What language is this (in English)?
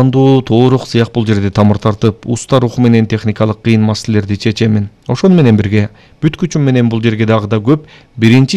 Kyrgyz